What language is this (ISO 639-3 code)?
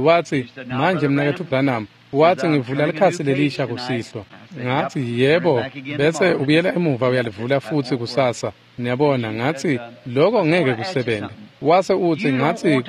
ssw